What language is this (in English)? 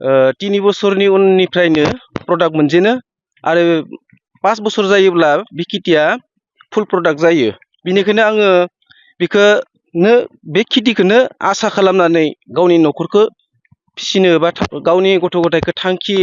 Bodo